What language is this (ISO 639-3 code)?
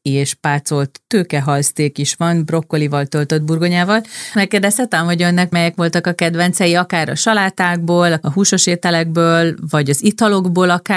hun